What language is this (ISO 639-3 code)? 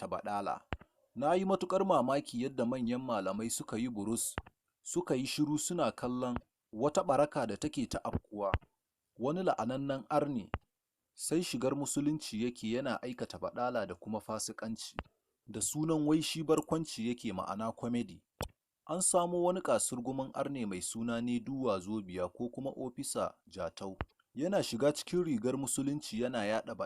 hau